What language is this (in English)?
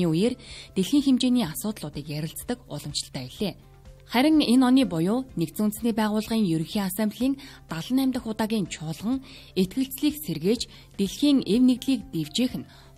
Mongolian